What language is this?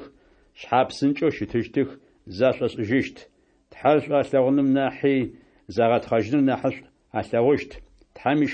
Adyghe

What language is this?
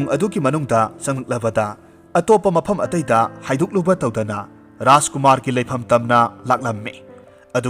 Manipuri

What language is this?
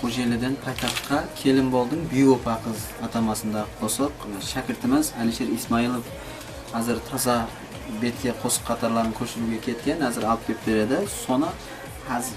Kara-Kalpak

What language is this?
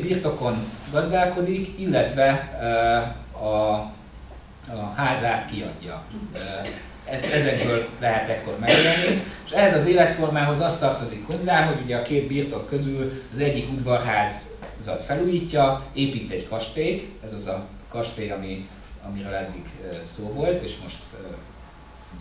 Hungarian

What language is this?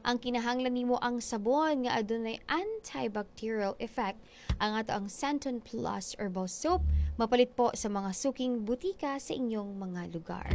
Cebuano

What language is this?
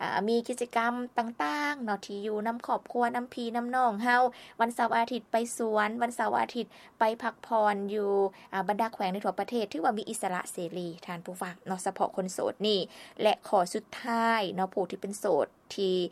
Lao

